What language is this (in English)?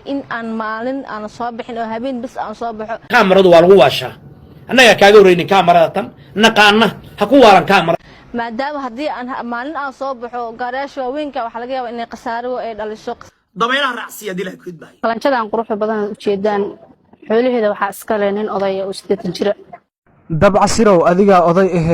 Somali